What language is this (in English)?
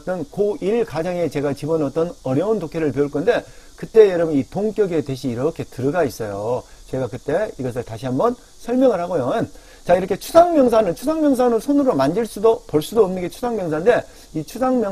Korean